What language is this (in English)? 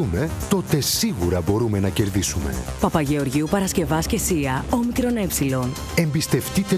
Greek